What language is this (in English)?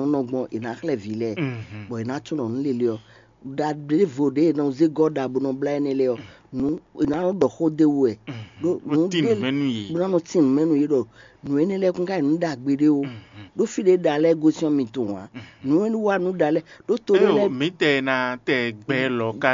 Fon